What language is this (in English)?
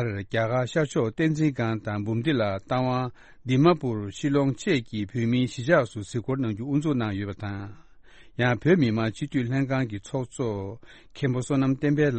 Tibetan